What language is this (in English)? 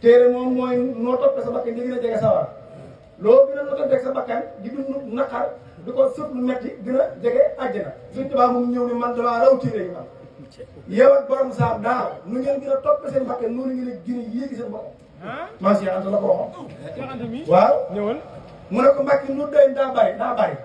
Wolof